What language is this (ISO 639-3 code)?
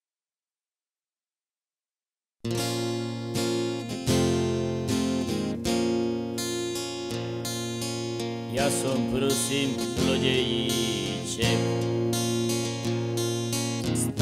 slk